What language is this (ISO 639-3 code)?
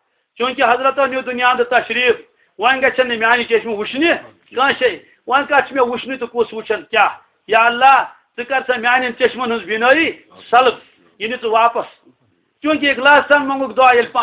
kas